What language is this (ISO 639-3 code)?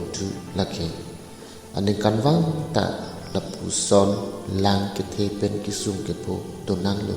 mjw